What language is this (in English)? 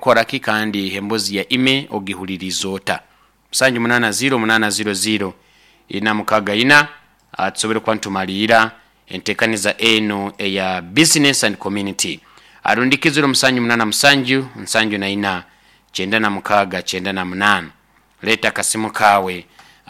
Nyoro